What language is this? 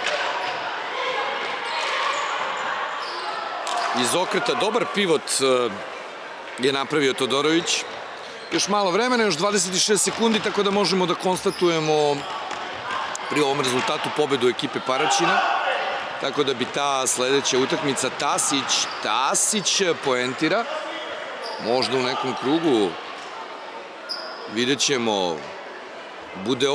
Serbian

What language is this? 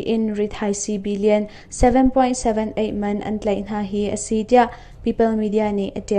Hakha Chin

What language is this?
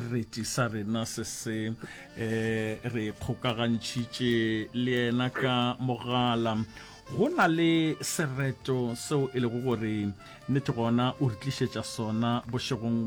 Northern Sotho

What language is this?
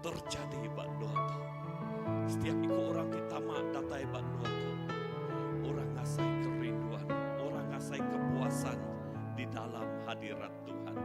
Iban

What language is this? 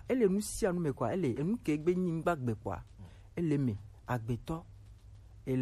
Gen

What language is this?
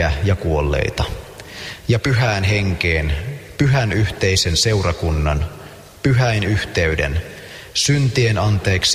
Finnish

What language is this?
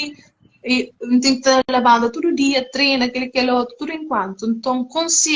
Kabuverdianu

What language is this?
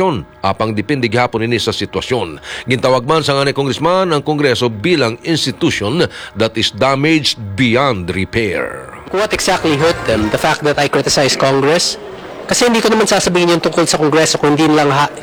Hiligaynon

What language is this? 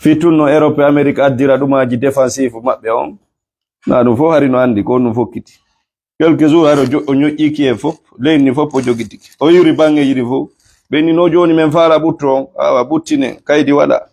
Fula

